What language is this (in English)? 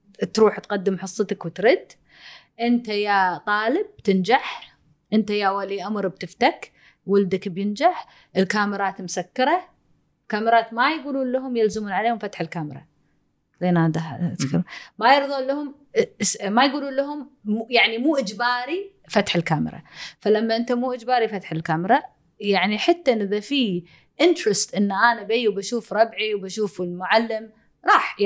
Gulf Arabic